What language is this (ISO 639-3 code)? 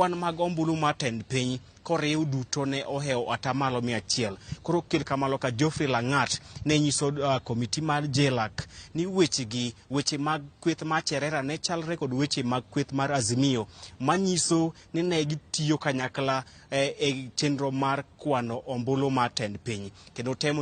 luo